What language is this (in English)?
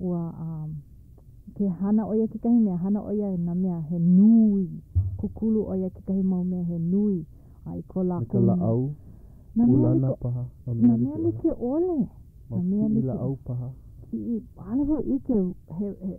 Hawaiian